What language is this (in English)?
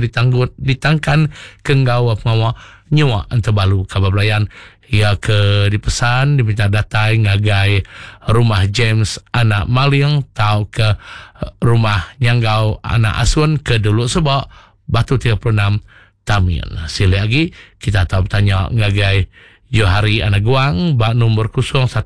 Iban